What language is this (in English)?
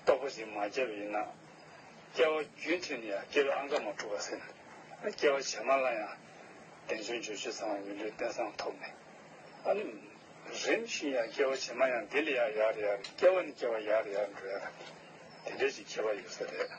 Tibetan